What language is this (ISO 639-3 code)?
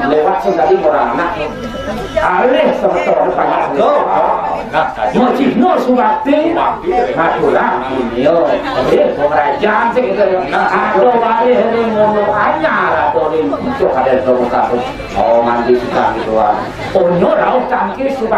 ban